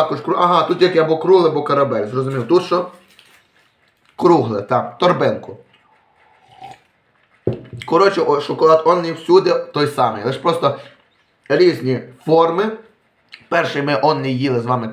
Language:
Ukrainian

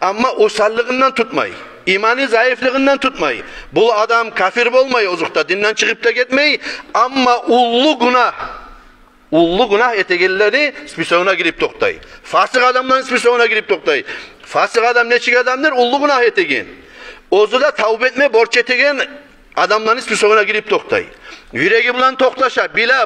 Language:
Kumyk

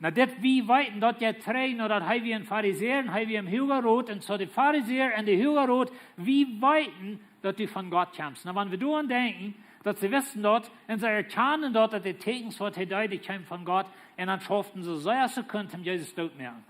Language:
Plautdietsch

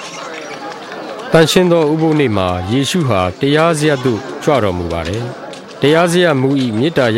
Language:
Burmese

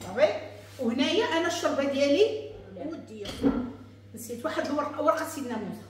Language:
Moroccan Arabic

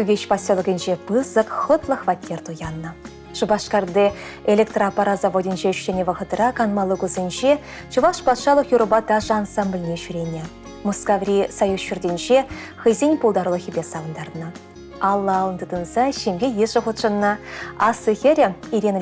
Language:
Chuvash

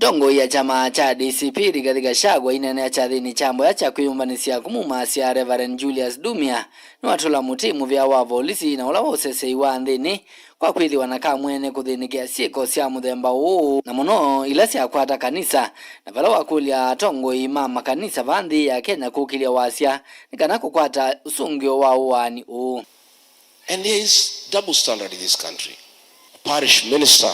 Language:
Kamba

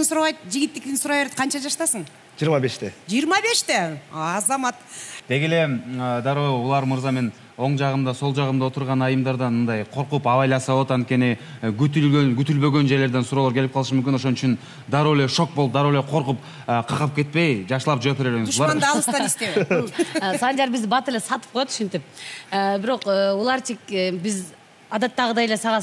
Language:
Kyrgyz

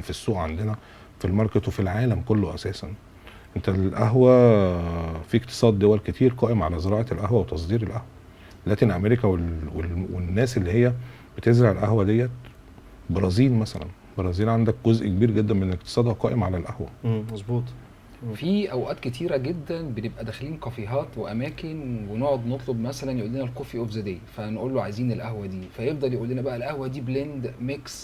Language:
Egyptian Arabic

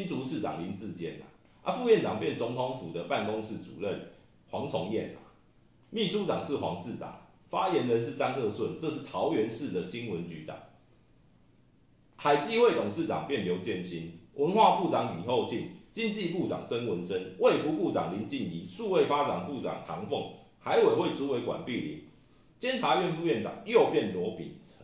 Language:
Chinese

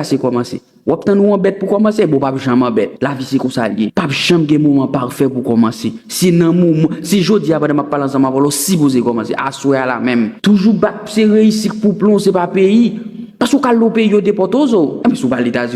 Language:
Haitian Creole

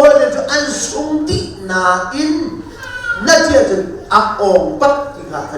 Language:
Hakha Chin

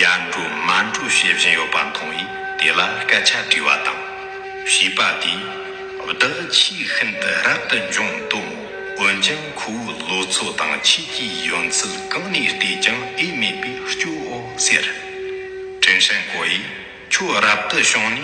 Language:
Tibetan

